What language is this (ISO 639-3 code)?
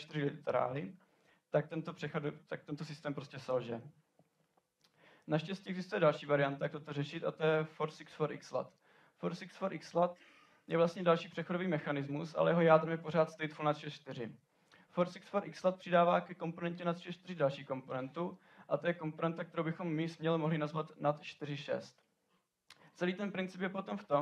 ces